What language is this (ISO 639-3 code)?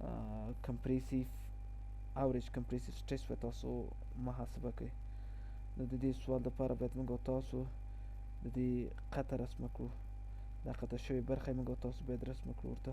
pus